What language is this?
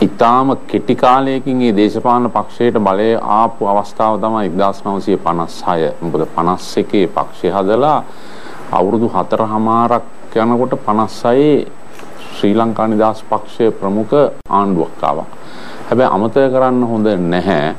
Sinhala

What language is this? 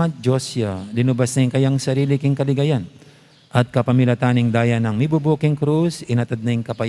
Pampanga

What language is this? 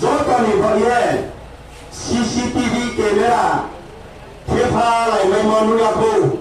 Riang (India)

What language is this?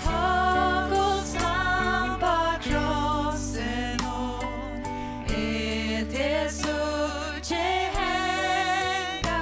Faroese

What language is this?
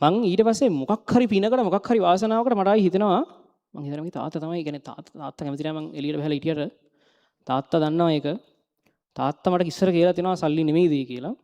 Sinhala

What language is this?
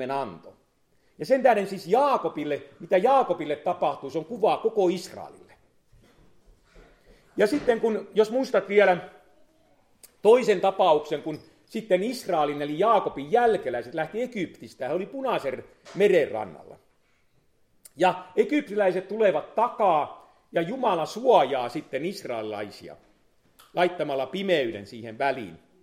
Finnish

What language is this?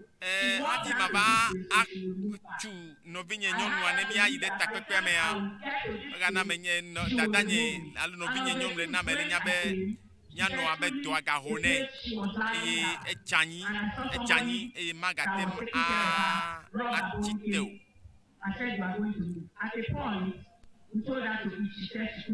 Ewe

